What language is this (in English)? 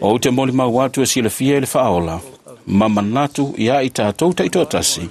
Samoan